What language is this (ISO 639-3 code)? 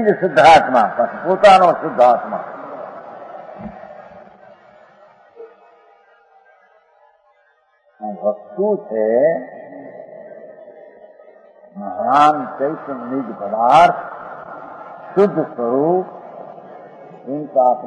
guj